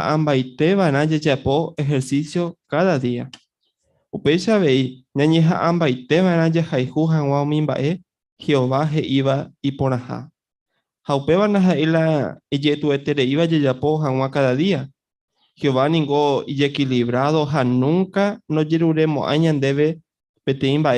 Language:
Guarani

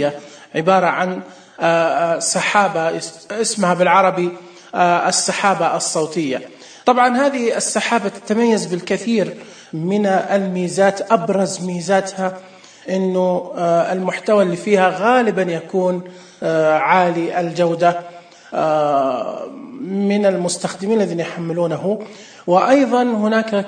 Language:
Najdi Arabic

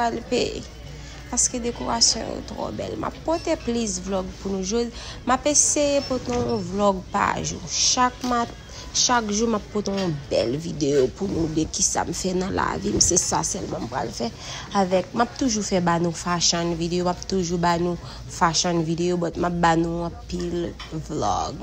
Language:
Haitian Creole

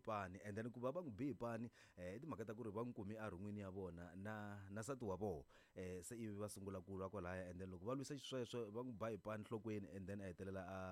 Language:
Tsonga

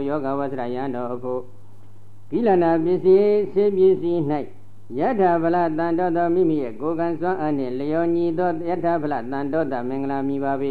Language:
Burmese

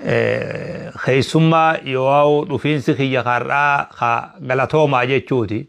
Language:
Oromo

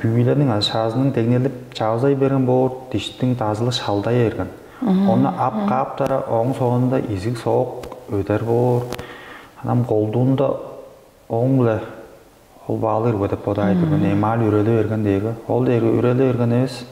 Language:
Tuvinian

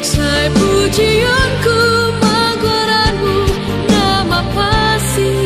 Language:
Batak Simalungun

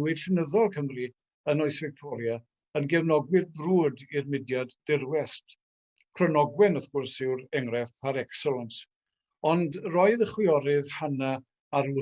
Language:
Welsh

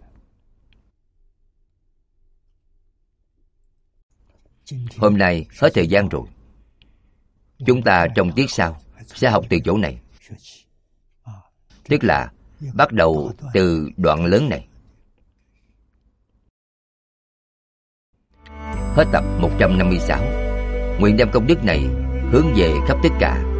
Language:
Vietnamese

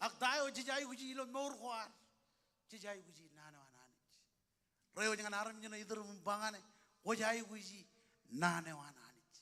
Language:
Marshallese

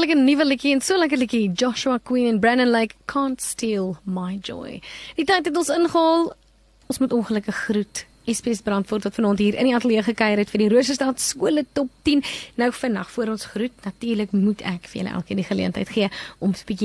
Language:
Afrikaans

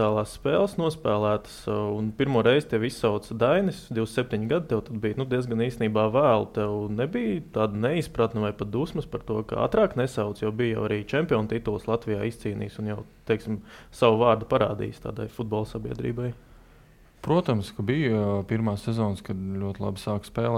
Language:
Latvian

